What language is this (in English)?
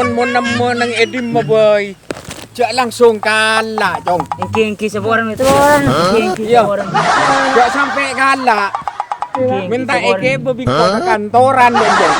Madurese